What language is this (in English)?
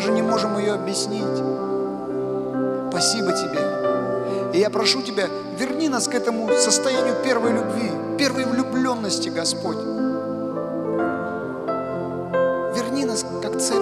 Russian